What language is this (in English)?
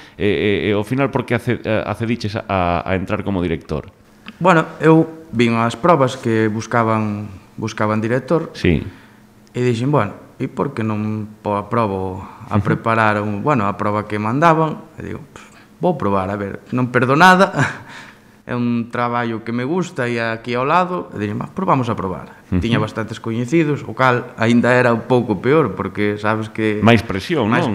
Galician